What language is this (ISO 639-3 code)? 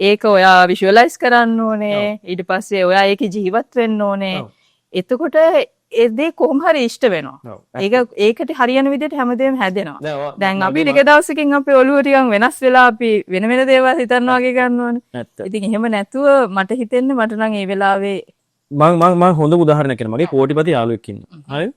sin